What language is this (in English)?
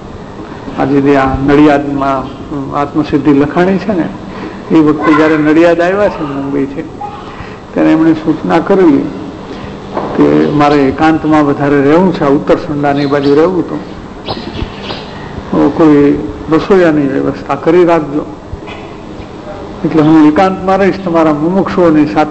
Gujarati